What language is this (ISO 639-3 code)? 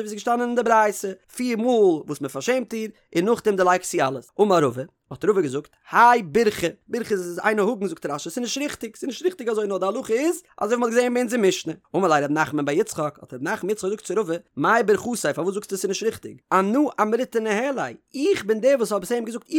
yid